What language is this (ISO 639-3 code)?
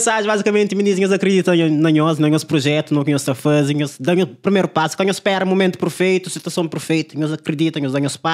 kea